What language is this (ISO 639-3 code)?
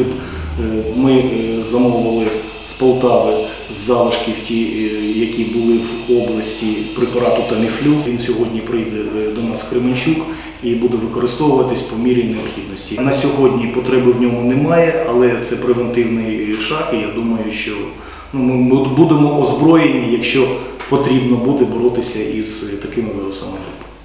ukr